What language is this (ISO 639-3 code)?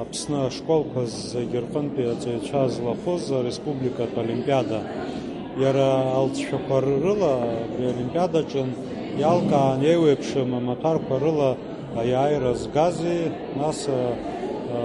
abk